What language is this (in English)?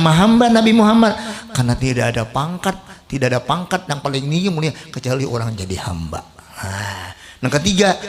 Banjar